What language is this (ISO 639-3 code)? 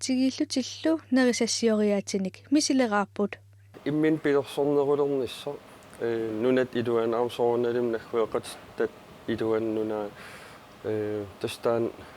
kal